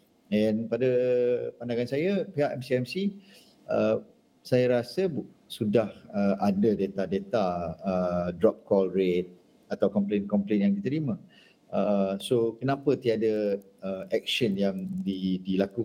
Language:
Malay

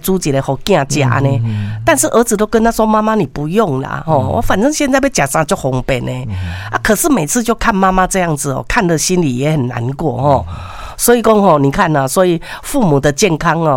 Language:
Min Nan Chinese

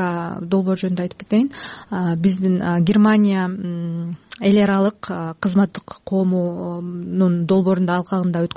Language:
Kyrgyz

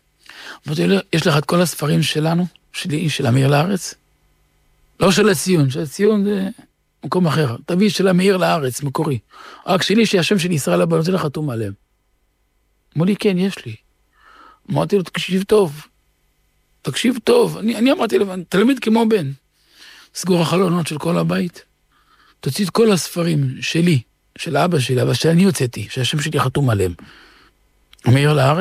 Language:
Hebrew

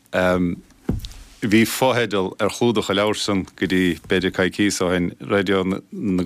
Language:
Irish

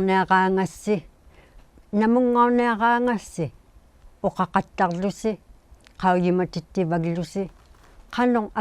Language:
Inuktitut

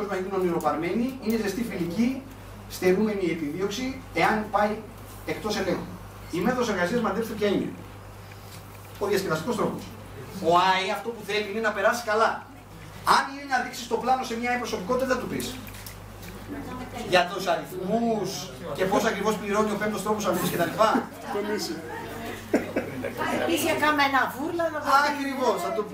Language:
Greek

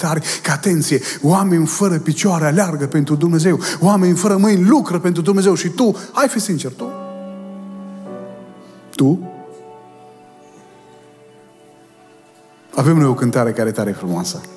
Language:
Romanian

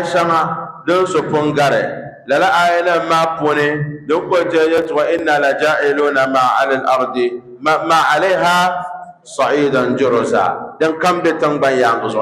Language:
Dagbani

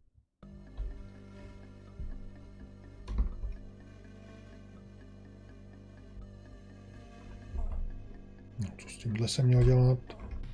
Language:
Czech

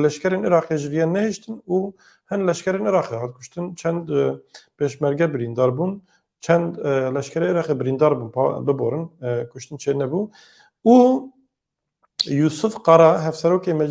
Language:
Kurdish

